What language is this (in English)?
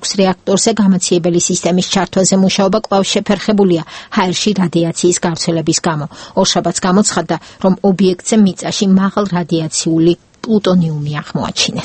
Georgian